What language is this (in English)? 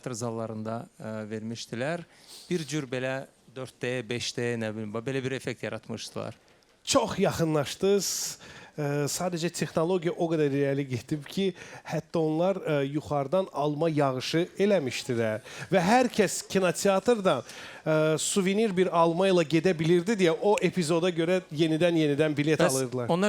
Azerbaijani